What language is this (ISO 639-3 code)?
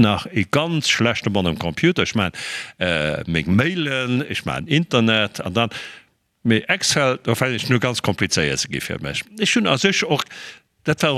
ltz